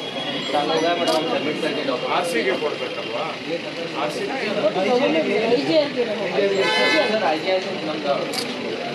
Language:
Kannada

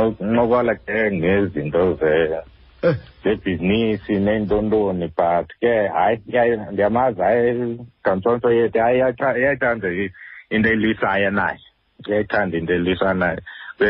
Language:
Xhosa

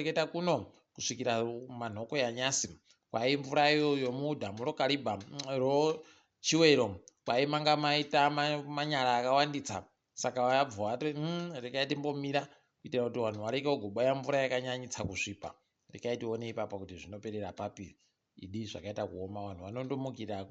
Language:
Ndau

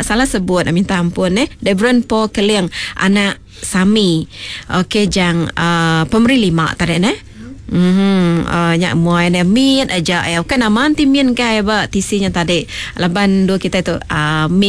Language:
Iban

